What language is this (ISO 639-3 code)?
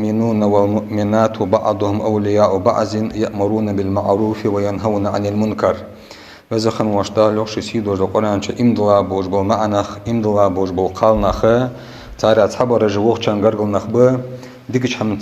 inh